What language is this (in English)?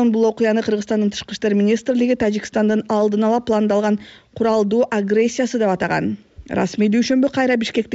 Kyrgyz